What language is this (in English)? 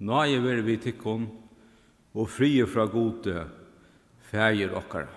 Faroese